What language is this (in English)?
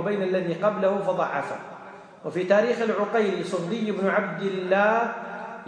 Arabic